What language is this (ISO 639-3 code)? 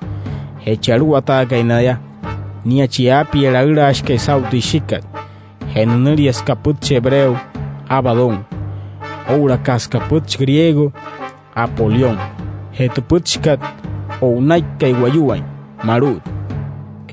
guc